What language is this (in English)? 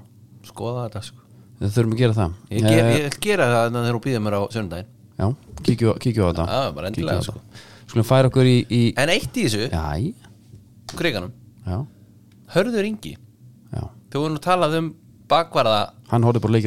Icelandic